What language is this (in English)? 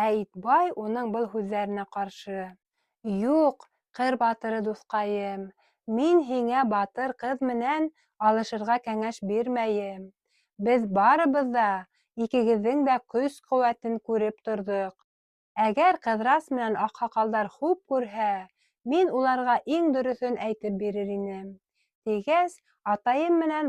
Bashkir